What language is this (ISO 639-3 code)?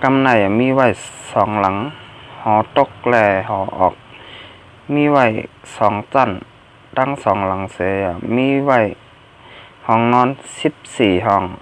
shn